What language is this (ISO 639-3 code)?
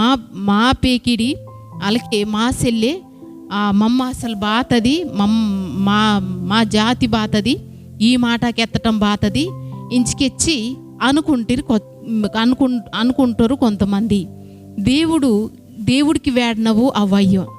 kff